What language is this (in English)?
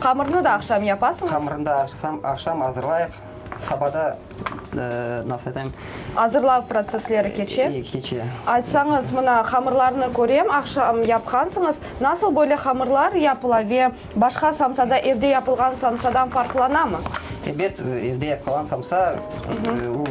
Crimean Tatar